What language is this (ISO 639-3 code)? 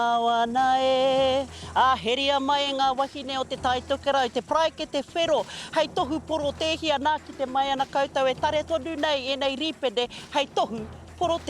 mri